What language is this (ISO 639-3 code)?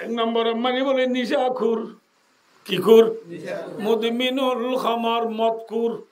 rhg